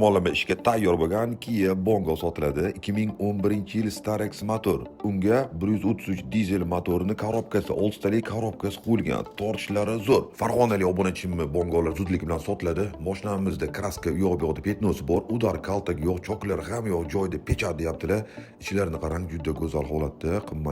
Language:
Uzbek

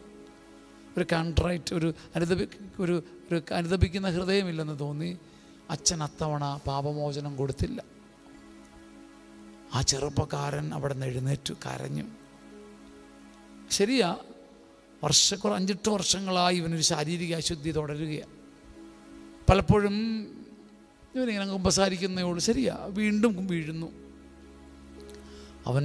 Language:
Malayalam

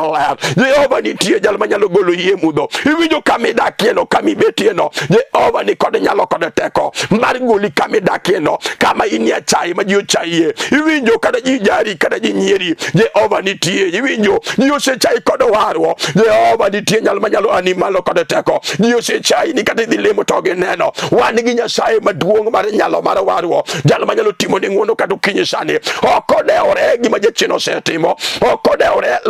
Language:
Luo (Kenya and Tanzania)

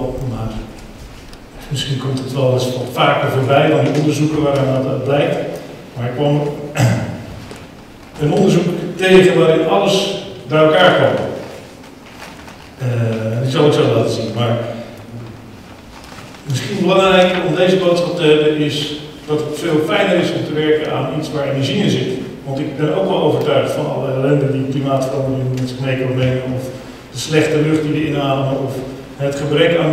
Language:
Dutch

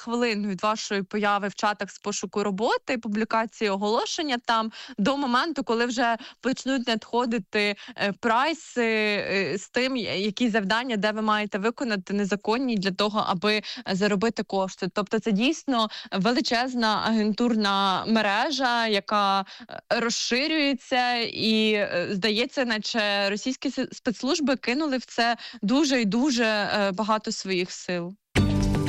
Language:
Ukrainian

